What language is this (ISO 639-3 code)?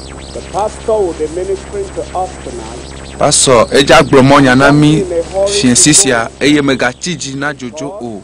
ewe